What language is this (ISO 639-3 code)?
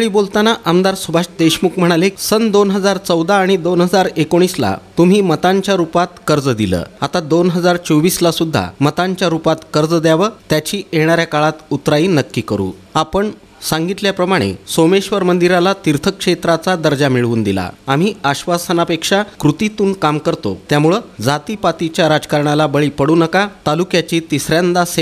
mar